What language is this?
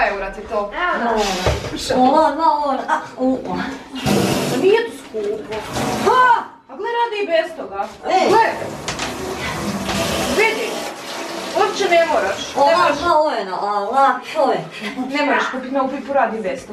Croatian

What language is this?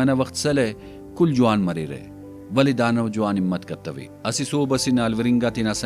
Brahui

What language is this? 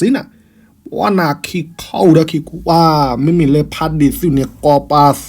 S'gaw Karen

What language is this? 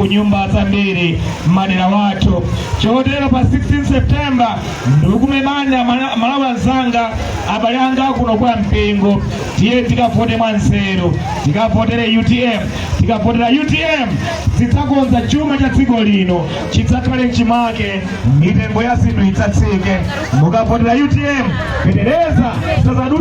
Nyanja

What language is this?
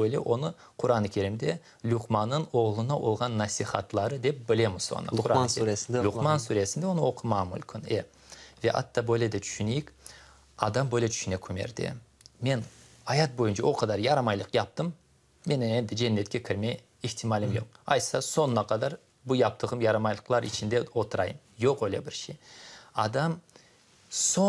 Crimean Tatar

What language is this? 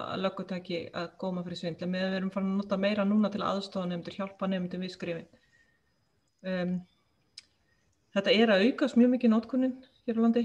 Icelandic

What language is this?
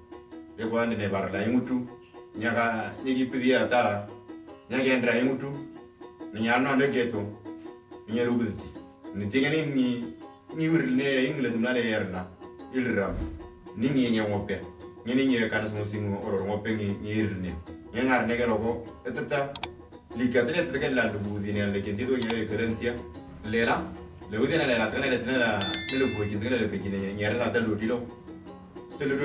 Moro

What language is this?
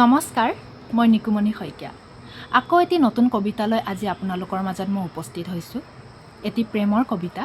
Assamese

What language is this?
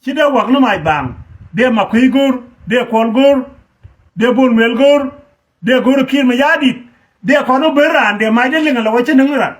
Nuer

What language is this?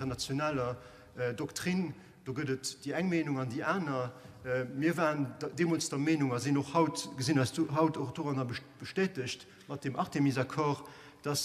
Luxembourgish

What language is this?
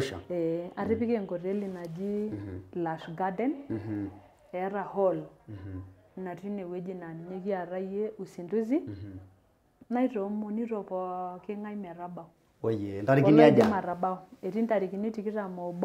Masai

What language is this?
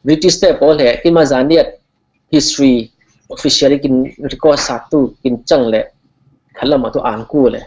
Falam Chin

